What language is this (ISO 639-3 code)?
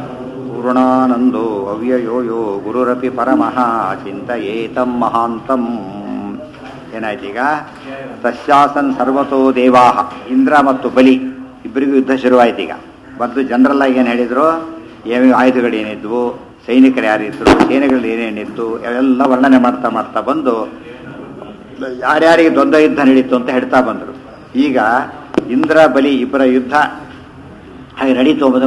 kan